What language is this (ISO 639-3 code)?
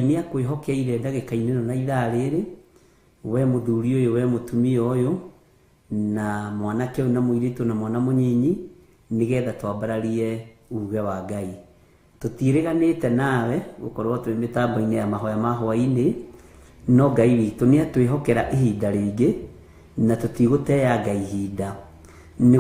kik